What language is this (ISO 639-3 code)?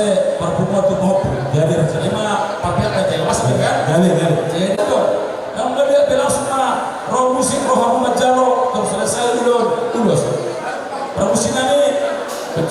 bbc